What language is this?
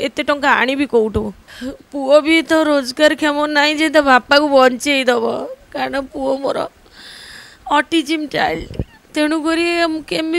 Odia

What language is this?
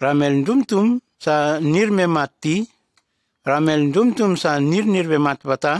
Nume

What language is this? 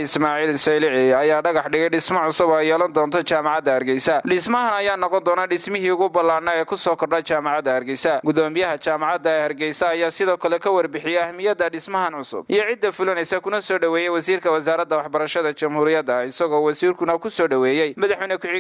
Somali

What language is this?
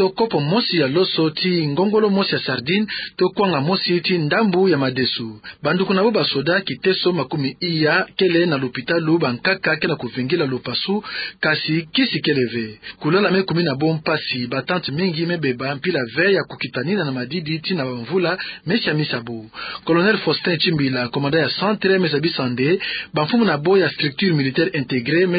Kituba (Democratic Republic of Congo)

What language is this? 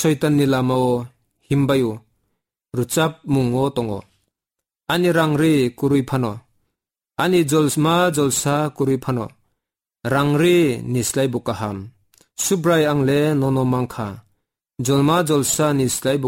Kok Borok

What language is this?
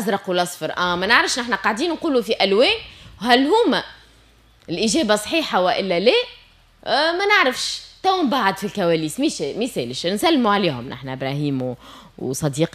Tunisian Arabic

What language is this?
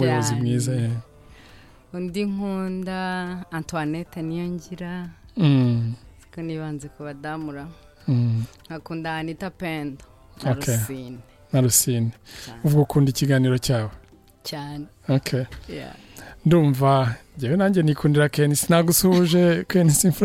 Kinyarwanda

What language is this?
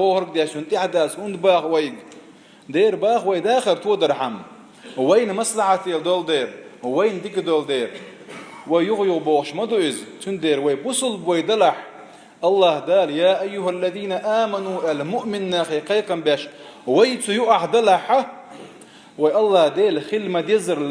Chechen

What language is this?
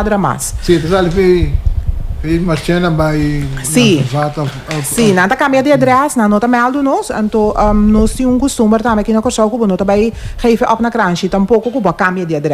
Papiamento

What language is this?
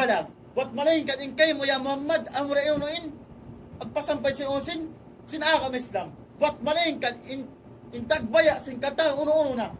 Tausug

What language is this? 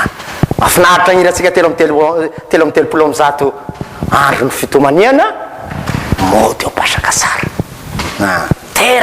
Malagasy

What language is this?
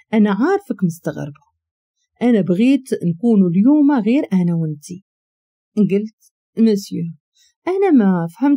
Moroccan Arabic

